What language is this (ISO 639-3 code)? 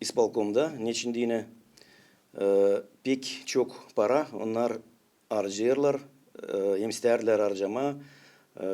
gag